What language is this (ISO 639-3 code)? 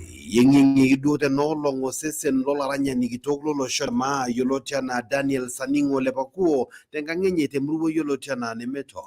mas